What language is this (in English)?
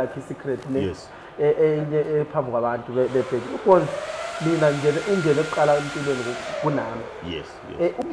Zulu